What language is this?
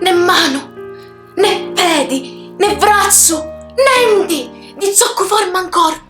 Sicilian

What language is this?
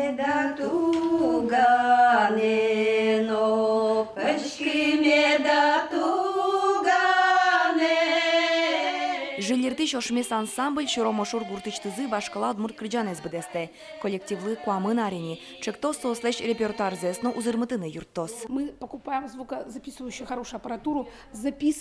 Udmurt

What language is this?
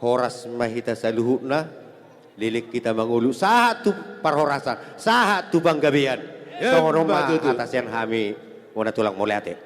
Batak Toba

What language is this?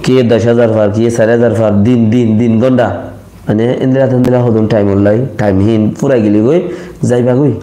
Rohingya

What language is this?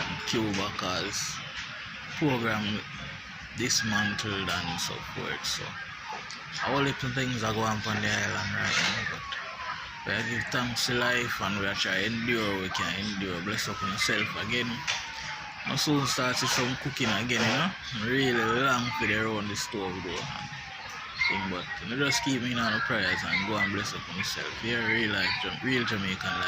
Jamaican Creole English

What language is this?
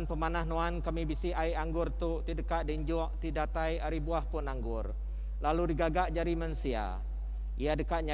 Iban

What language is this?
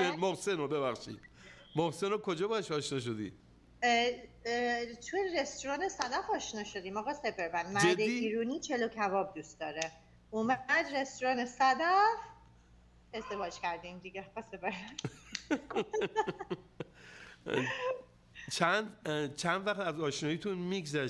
Persian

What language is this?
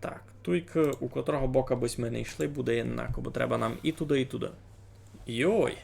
Rusyn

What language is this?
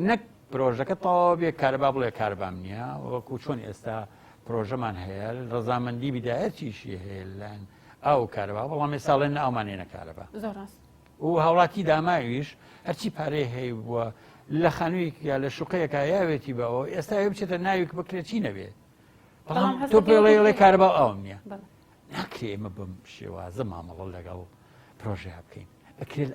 Central Kurdish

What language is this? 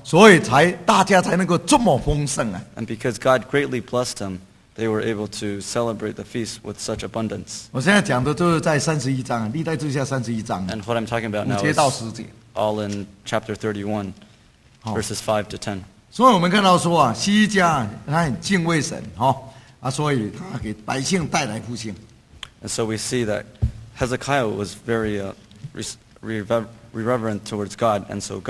Chinese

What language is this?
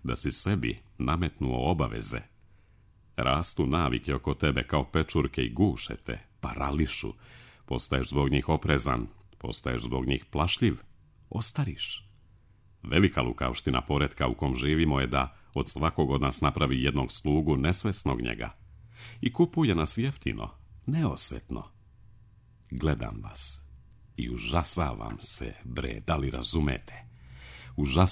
Serbian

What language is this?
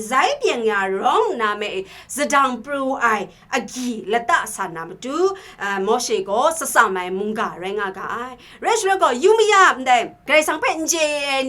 Kachin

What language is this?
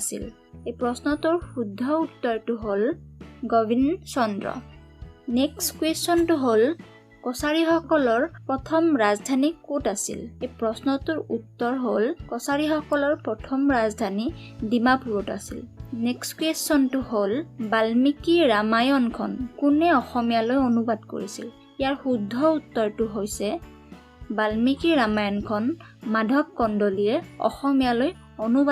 Assamese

